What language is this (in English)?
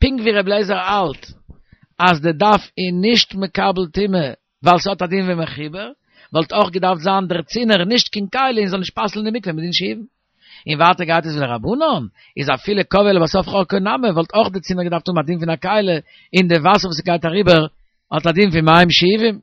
Yiddish